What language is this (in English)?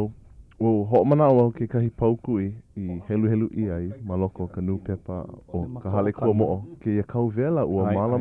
Hawaiian